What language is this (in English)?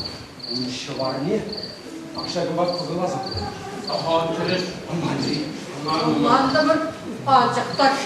Chuvash